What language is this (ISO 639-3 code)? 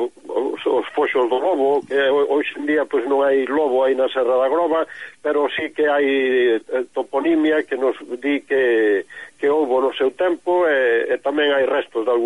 glg